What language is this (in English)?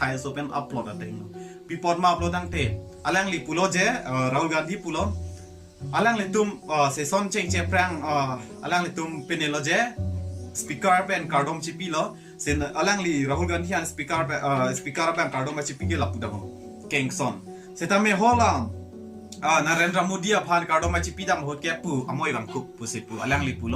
Karbi